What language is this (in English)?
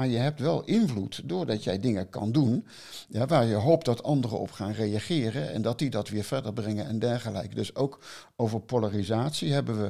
Dutch